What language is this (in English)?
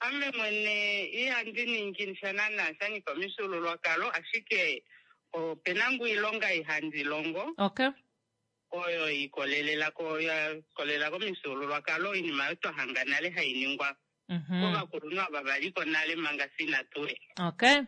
Kuanyama